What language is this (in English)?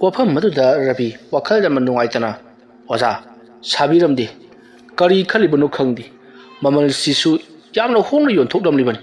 Manipuri